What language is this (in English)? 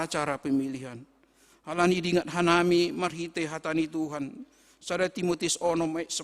Batak Simalungun